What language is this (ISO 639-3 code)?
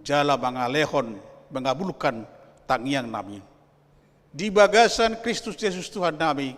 bbc